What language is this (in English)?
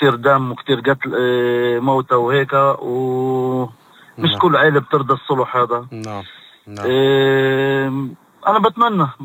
North Levantine Arabic